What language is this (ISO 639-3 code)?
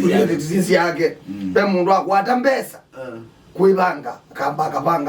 kam